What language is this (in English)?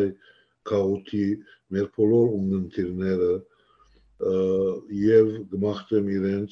Western Armenian